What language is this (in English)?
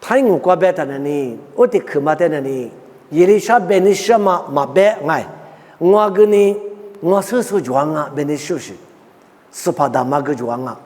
Lisu